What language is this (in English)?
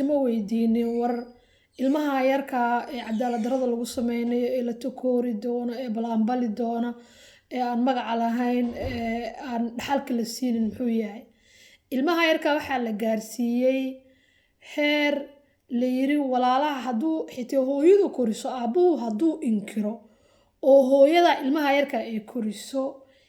Somali